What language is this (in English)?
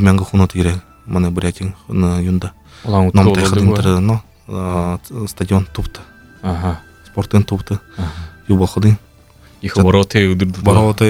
Buriat